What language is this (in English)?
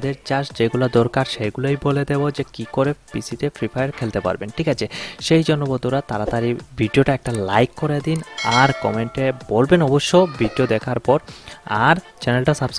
Bangla